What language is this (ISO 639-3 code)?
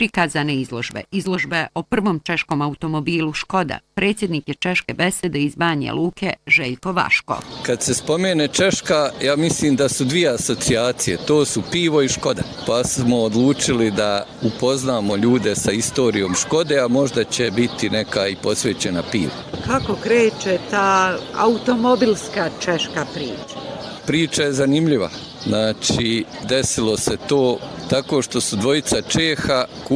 bos